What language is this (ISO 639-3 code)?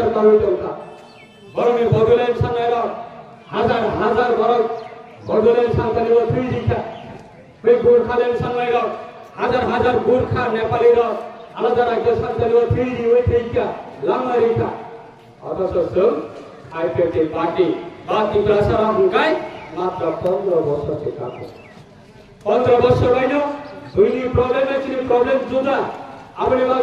trp